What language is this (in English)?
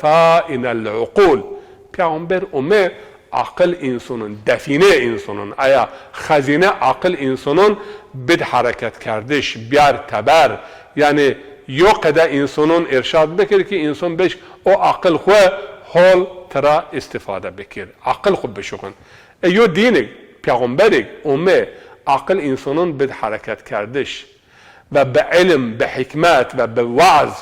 Zaza